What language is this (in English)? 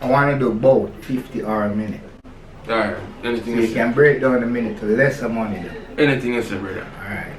Jamaican Creole English